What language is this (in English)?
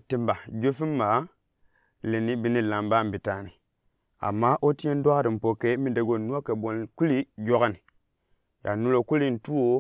Gourmanchéma